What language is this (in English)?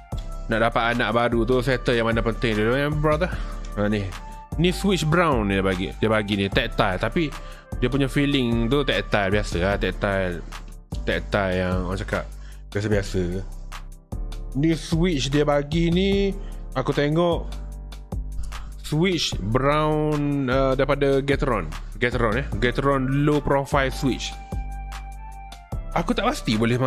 Malay